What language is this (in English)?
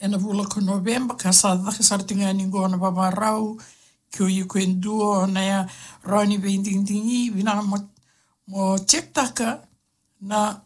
Fijian